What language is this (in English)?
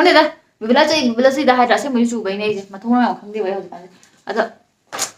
Manipuri